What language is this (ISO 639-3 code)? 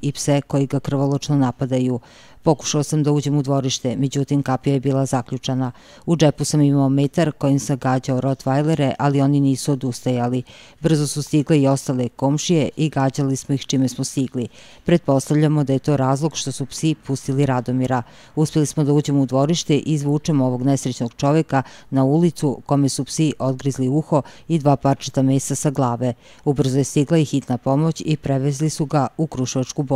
srp